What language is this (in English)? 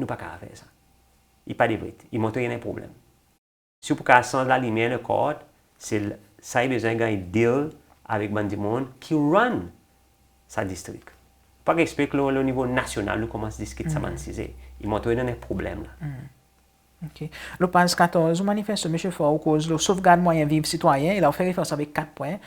Seselwa Creole French